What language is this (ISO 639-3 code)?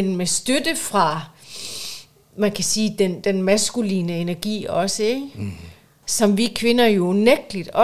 dan